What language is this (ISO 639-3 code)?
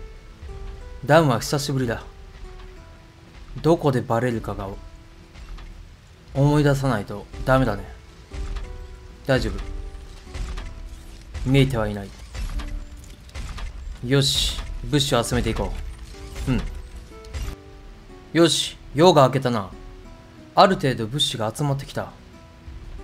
jpn